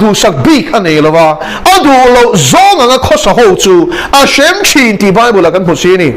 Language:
Mizo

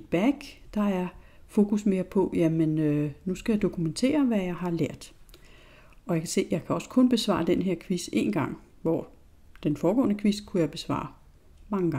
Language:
Danish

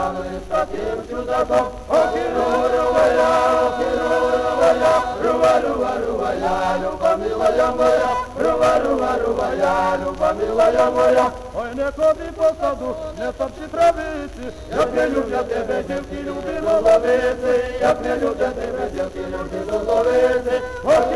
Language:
Ukrainian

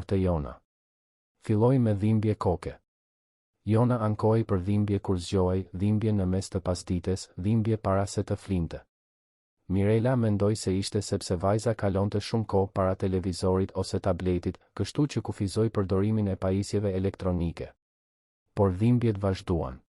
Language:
Albanian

